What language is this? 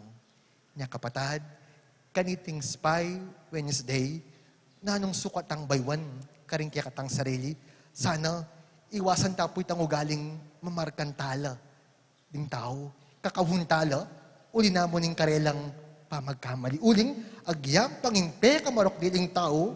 Pampanga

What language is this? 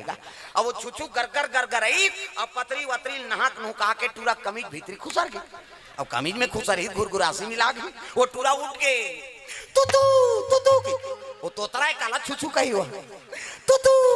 Chhattisgarhi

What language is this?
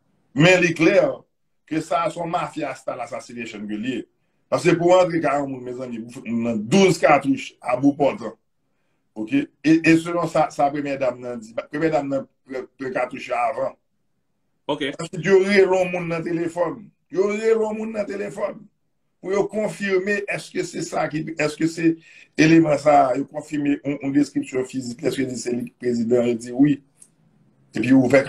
Haitian Creole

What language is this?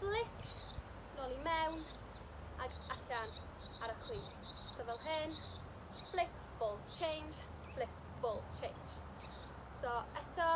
Welsh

